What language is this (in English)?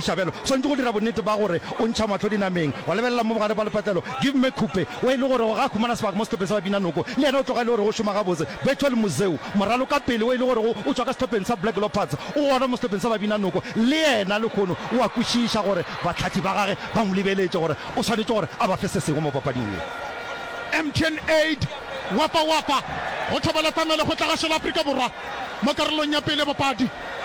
Northern Sotho